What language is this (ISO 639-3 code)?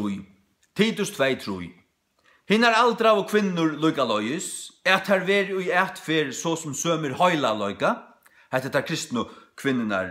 fao